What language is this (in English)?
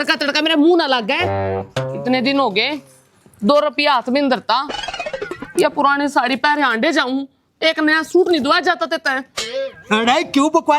Haryanvi